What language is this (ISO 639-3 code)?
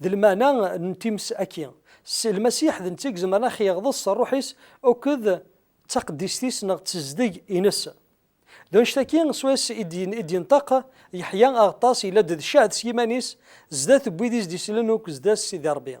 kab